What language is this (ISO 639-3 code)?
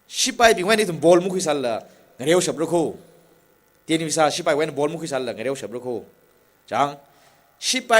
nmf